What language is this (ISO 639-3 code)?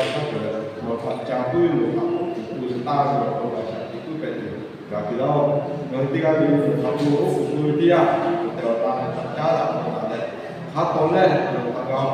lhu